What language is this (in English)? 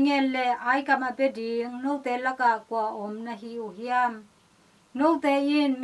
Tedim Chin